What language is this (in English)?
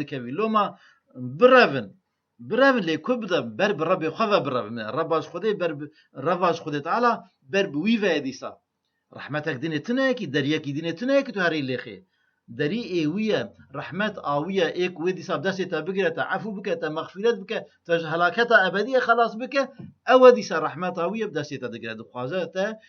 Kurdish